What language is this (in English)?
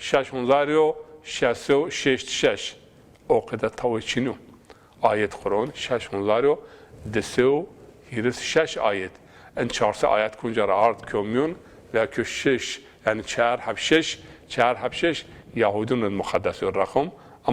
Zaza